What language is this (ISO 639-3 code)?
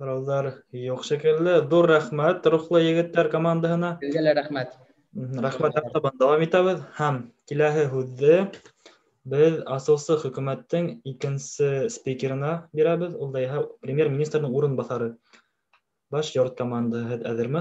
bak